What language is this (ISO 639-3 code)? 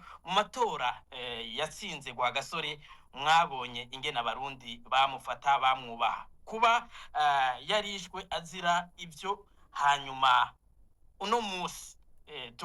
run